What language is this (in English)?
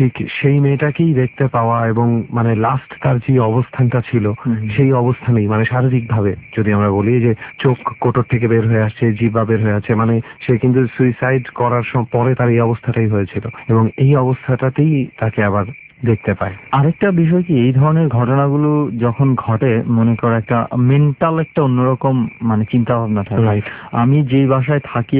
Bangla